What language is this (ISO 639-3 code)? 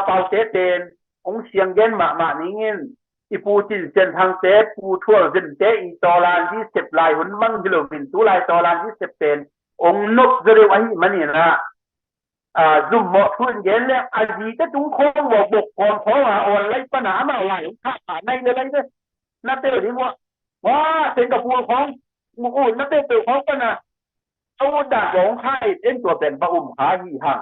ctd